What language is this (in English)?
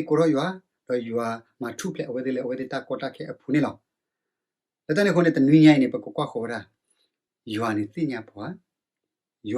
S'gaw Karen